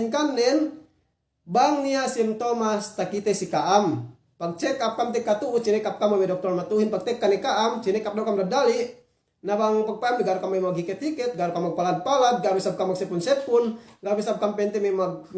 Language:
Yakan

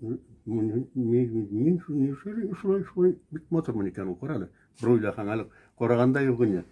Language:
Bashkir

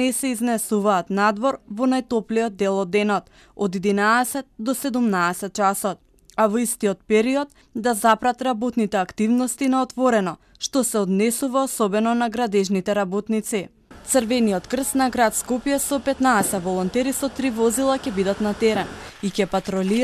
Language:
Macedonian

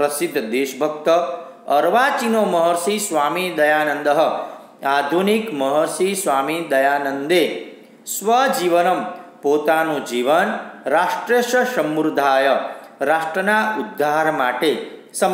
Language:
Gujarati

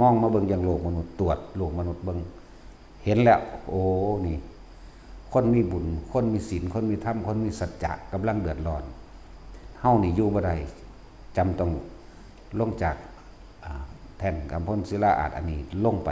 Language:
Northeastern Thai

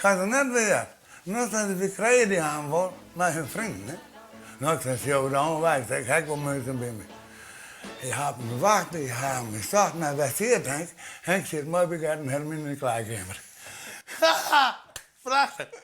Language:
Western Frisian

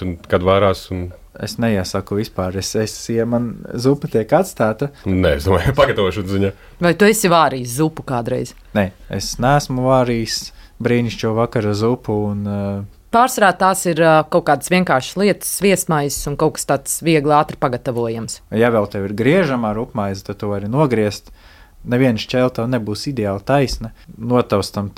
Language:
Latvian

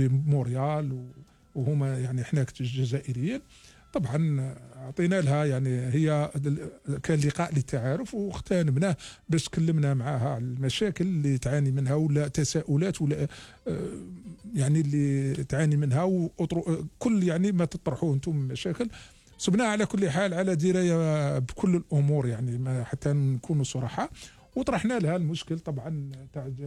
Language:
Algerian Arabic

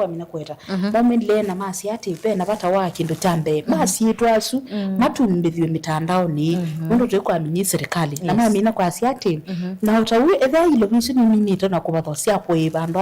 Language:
Kamba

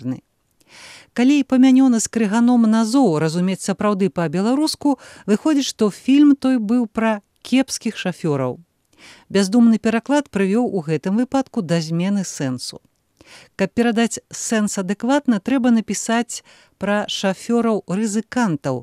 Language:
Belarusian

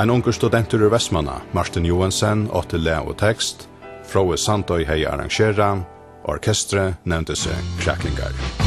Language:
Faroese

